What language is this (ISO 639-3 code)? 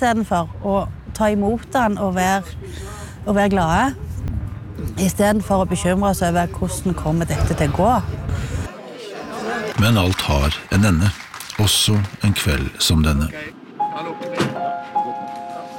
nor